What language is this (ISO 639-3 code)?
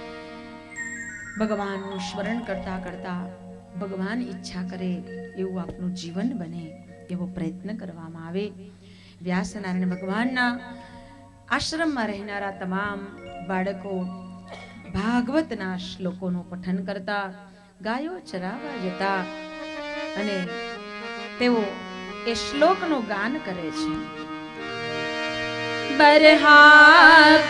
guj